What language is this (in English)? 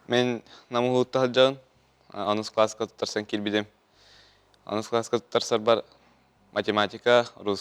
Yakut